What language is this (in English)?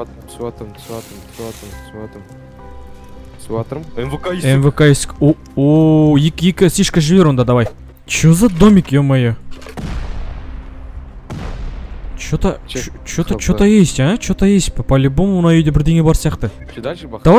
Kazakh